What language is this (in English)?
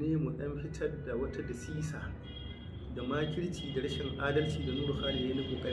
Hausa